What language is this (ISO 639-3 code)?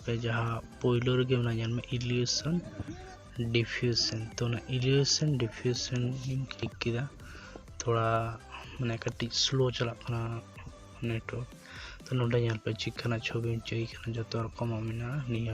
sat